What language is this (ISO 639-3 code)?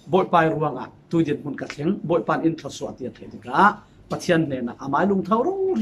cfm